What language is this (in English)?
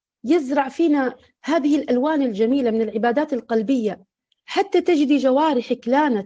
Arabic